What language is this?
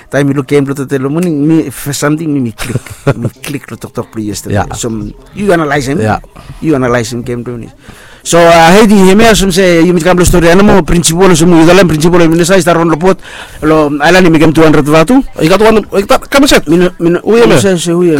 Bislama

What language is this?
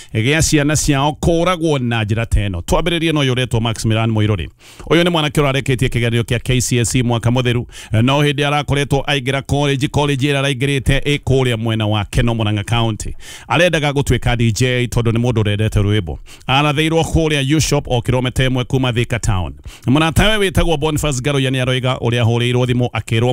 Kikuyu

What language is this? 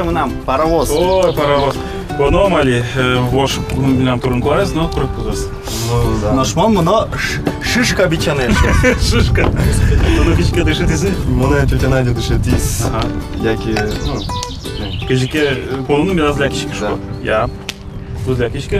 Udmurt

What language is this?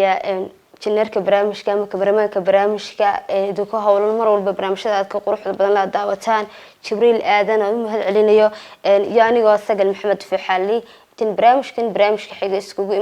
Somali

